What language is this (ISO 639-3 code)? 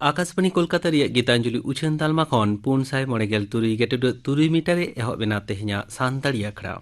sat